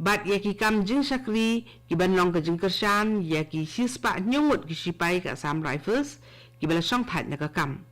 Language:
Khasi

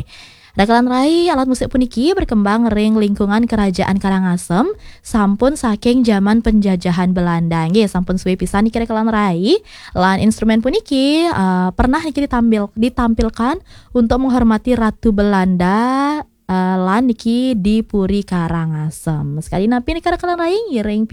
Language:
Balinese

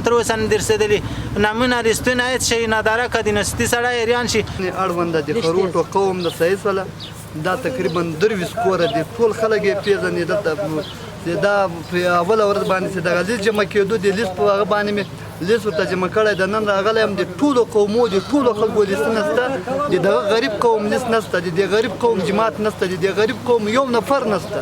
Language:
Pashto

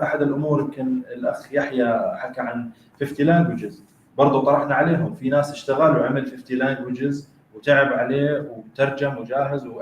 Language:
North Levantine Arabic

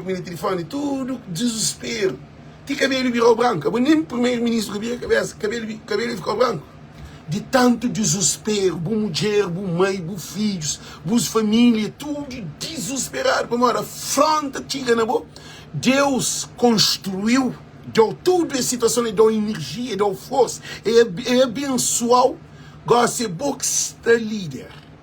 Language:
Kabuverdianu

